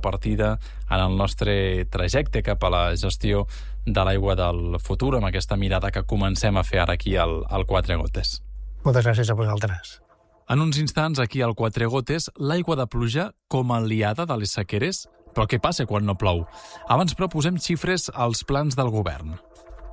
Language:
Catalan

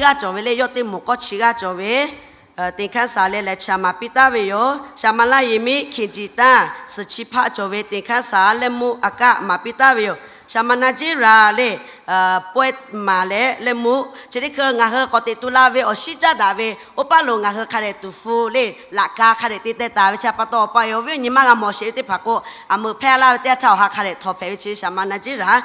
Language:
Lahu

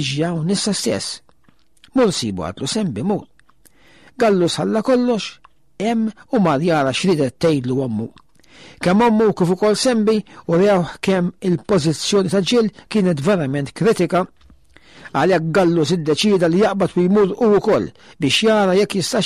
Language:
Maltese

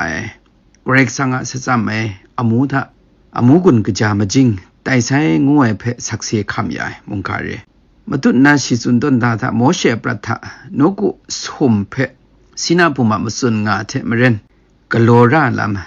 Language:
Kachin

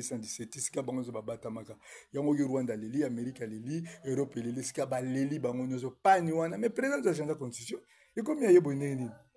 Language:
Lingala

